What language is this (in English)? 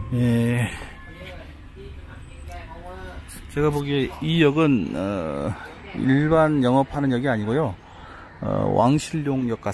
Korean